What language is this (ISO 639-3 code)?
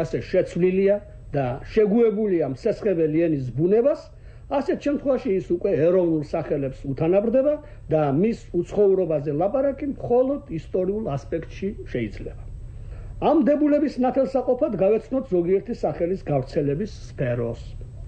kat